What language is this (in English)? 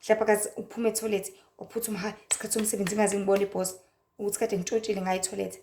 Zulu